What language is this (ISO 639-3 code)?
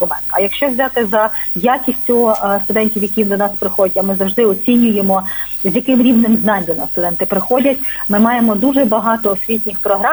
ukr